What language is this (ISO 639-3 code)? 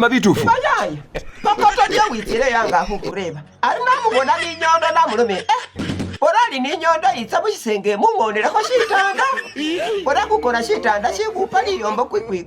myx